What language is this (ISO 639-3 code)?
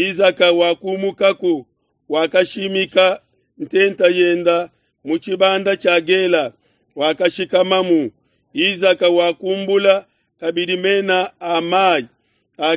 lua